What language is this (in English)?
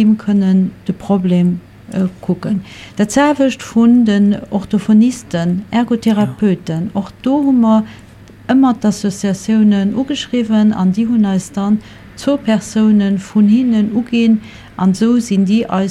Luxembourgish